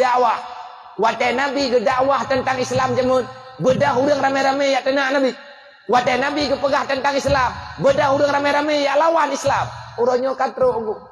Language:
Achinese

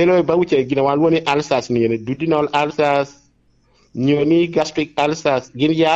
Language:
Lango (Uganda)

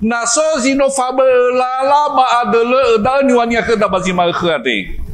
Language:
Nias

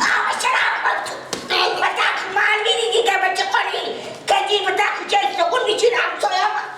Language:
Persian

